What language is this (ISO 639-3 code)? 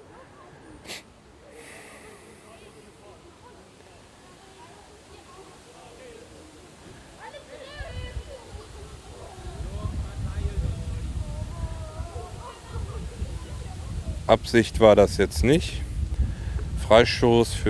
deu